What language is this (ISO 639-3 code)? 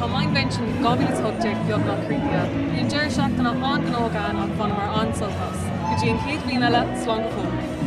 gle